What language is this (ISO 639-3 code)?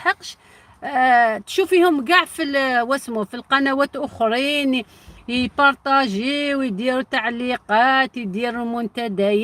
arq